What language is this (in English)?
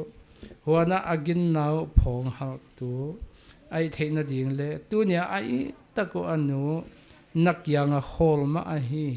Paite Chin